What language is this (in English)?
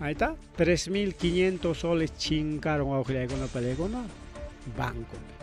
Ayacucho Quechua